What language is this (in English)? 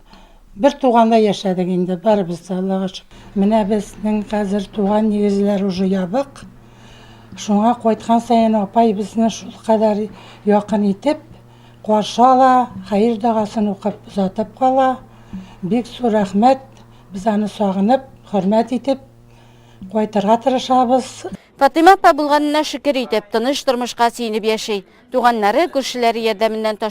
Tatar